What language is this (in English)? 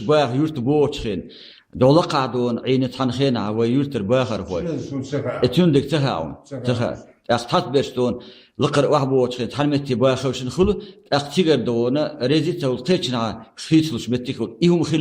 Chechen